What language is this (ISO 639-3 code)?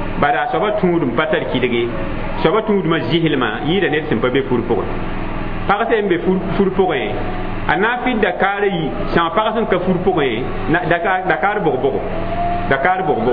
mos